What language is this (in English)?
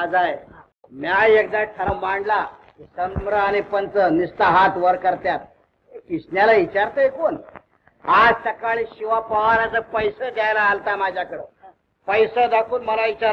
Marathi